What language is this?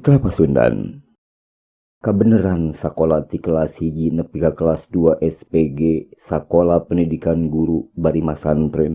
Sundanese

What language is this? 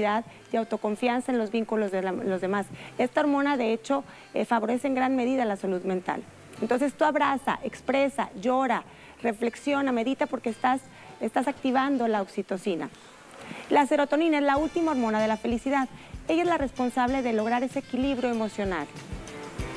Spanish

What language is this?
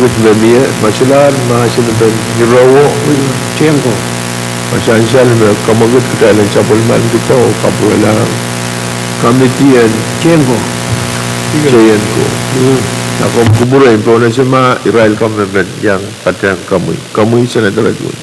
Pohnpeian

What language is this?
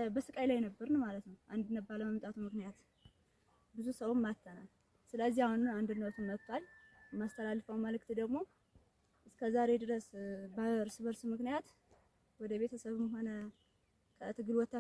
Amharic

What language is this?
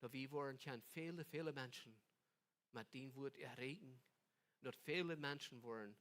Plautdietsch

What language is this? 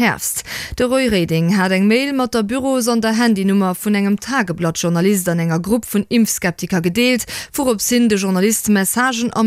Luxembourgish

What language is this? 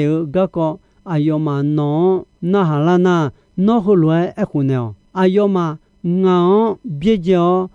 Akha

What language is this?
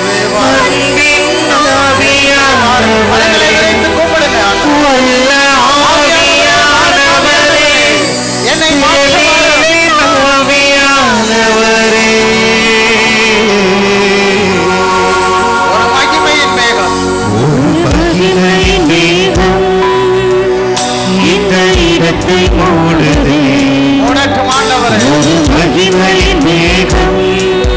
Tamil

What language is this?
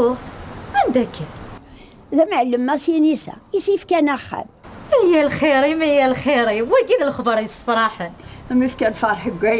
Kabyle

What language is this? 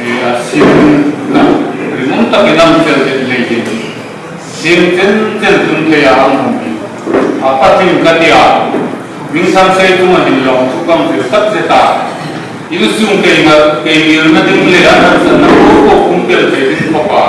Hmar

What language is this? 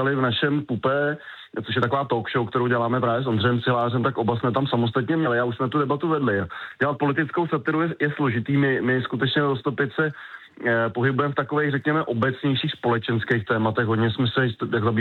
Czech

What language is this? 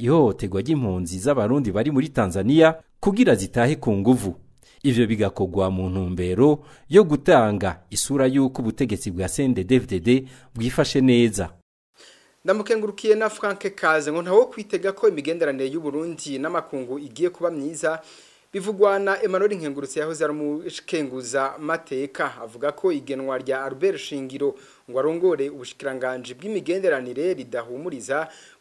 Rundi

